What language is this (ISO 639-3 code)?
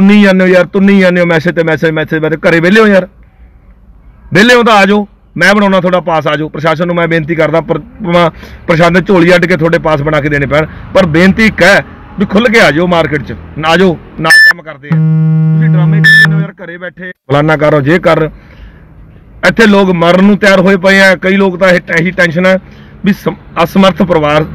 pan